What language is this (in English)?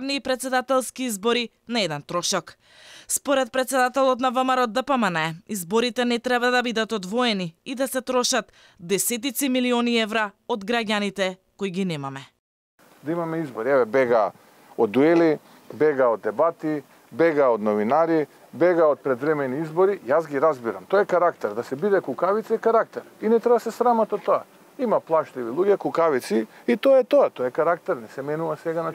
Macedonian